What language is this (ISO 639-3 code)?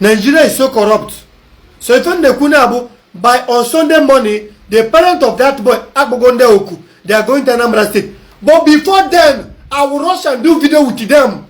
ibo